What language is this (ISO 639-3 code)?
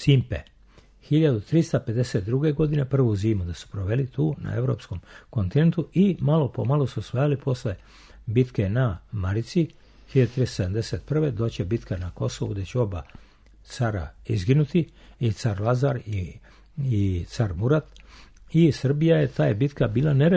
srp